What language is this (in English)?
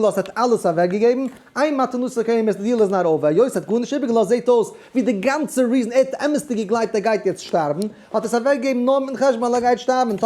Yiddish